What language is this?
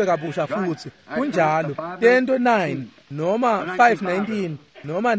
Swati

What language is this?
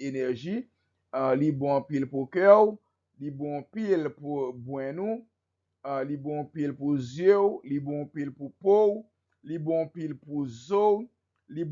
Haitian Creole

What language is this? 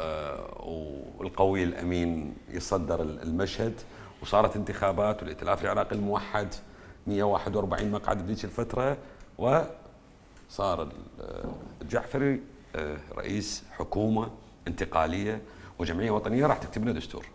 Mesopotamian Arabic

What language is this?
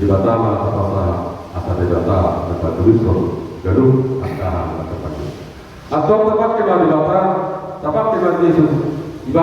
Batak Toba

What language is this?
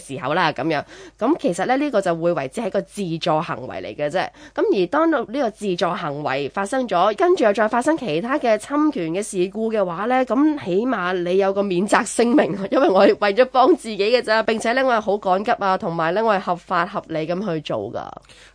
Cantonese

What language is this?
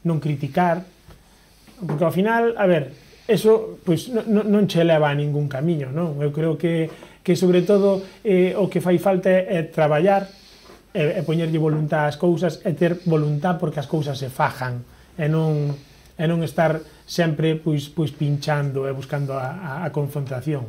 Galician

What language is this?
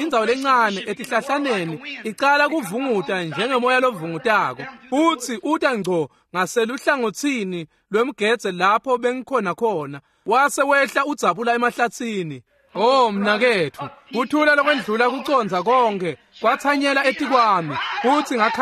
Swati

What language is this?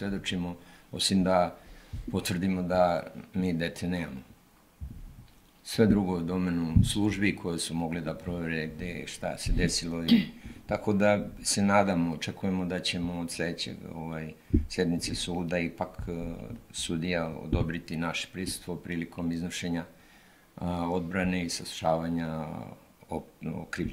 Serbian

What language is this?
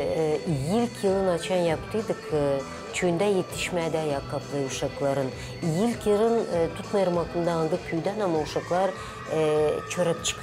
Gagauz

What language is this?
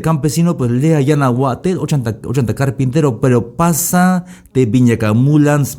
Tzeltal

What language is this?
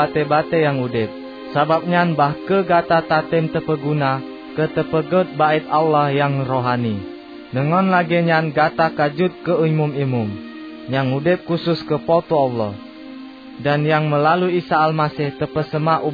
Achinese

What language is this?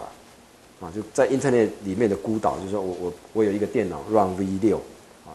Chinese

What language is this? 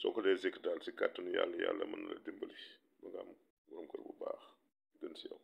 Wolof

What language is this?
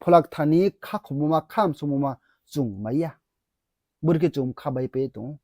Riang (India)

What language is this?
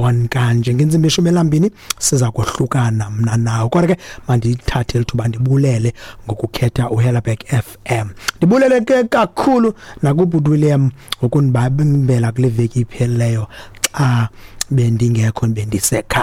Xhosa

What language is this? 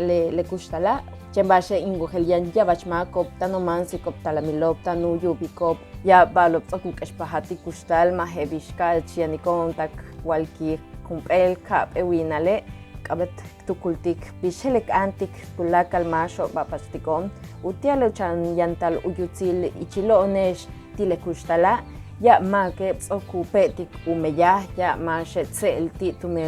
Yucateco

